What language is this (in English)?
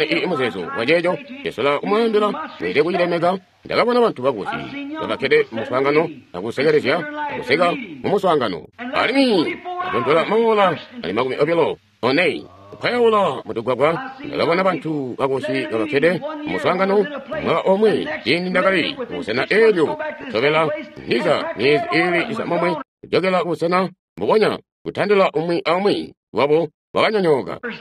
Tonga (Zambia)